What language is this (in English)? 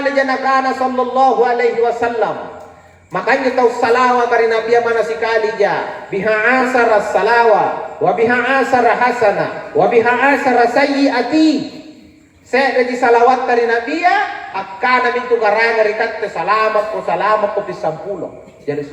Makasar